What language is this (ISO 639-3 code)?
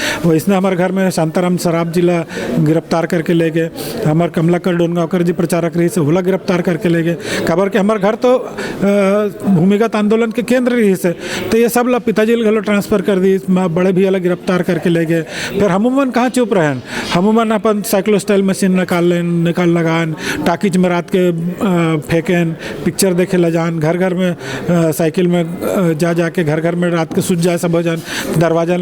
hne